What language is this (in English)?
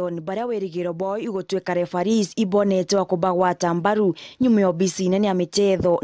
Meru